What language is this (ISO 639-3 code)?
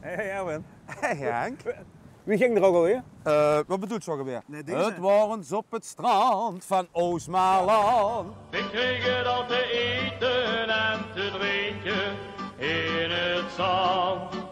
lim